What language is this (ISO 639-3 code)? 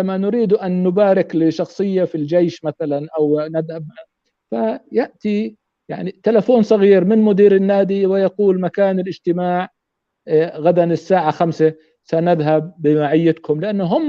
apc